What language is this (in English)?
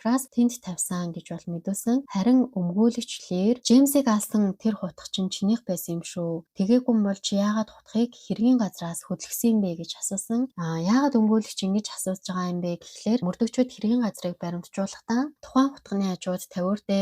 Mongolian